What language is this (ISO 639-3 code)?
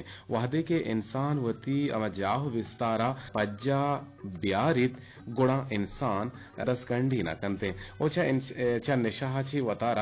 bgp